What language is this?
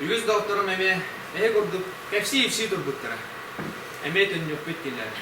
Yakut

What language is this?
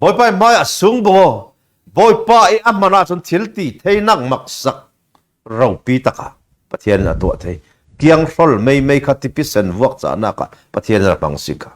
Falam Chin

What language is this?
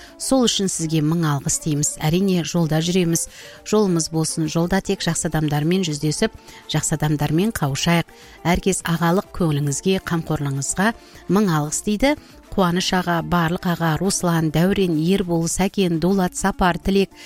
Kazakh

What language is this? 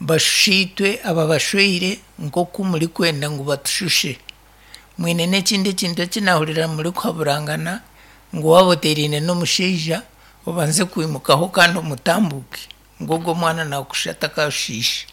Nyankole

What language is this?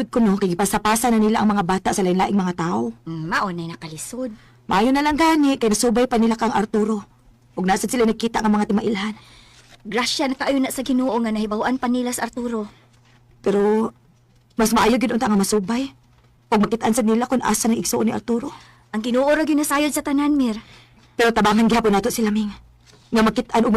Cebuano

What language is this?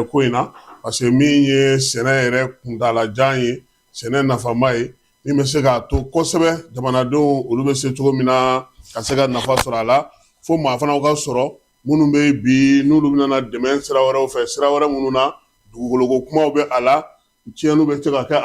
Bambara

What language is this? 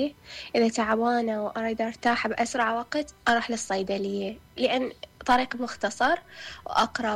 Mesopotamian Arabic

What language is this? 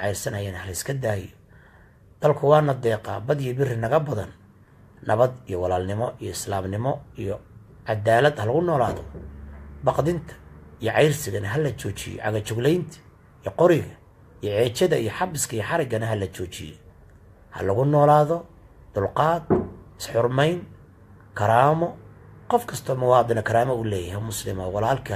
Somali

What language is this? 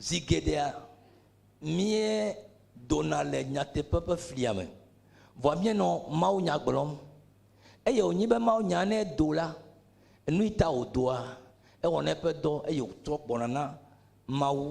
Ewe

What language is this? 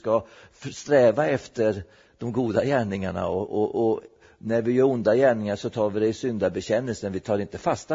Swedish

